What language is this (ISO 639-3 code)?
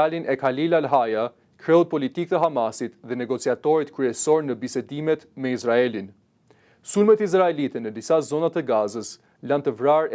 sqi